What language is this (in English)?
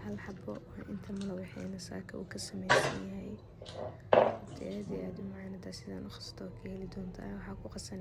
Somali